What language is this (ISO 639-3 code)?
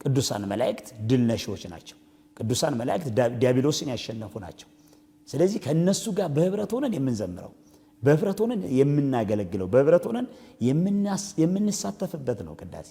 amh